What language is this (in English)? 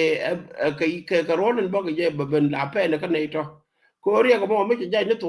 Nuer